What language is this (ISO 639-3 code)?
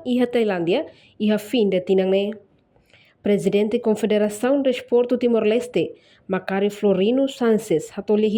tet